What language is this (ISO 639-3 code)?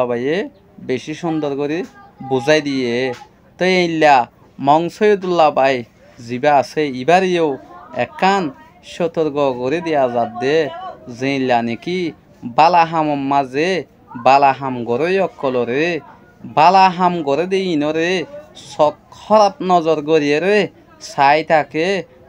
rhg